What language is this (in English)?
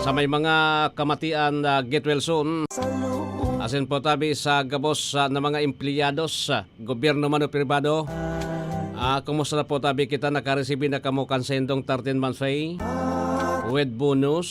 Bikol